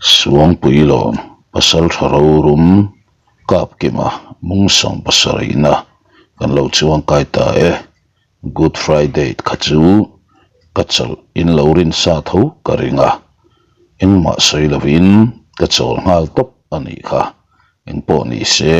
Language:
Mizo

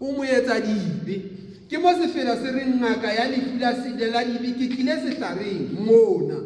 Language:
Southern Sotho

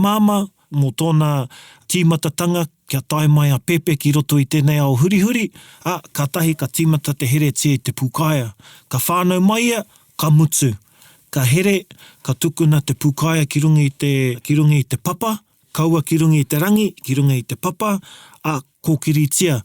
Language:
Māori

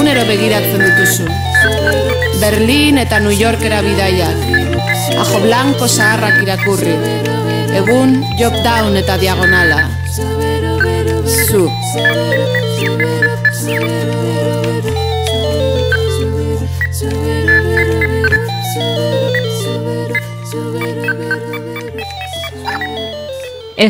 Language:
Basque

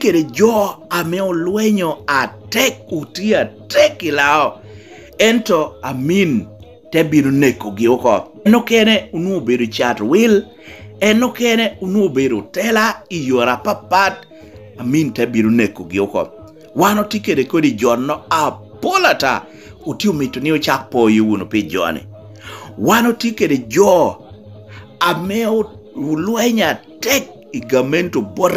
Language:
Lango (Uganda)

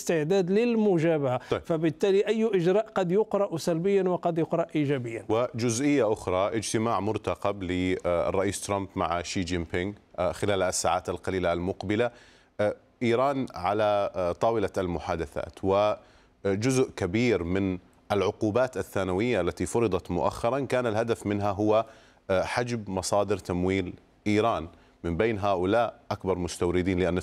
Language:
Arabic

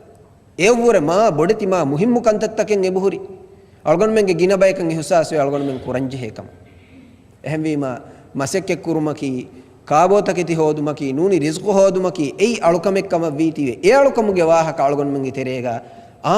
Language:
Divehi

